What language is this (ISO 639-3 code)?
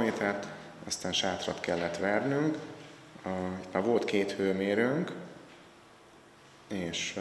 hun